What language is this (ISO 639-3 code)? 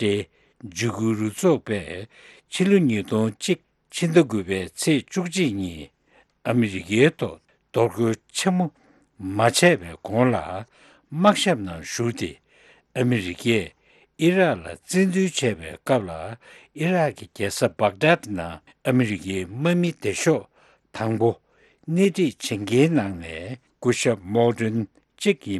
bod